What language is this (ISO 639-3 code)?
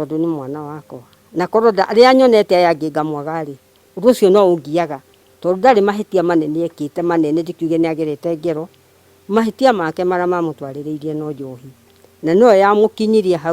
kik